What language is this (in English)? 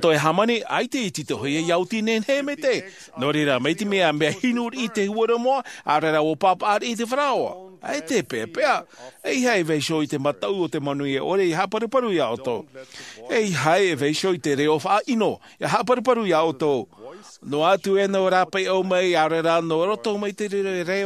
Tahitian